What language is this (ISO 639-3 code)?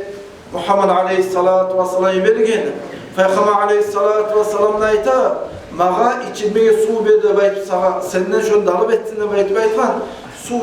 kum